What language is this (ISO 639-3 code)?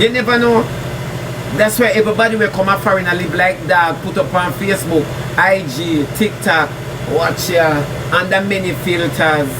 jam